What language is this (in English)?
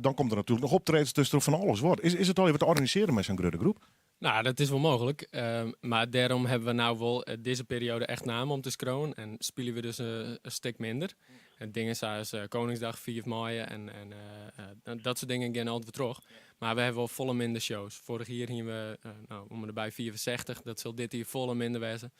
Western Frisian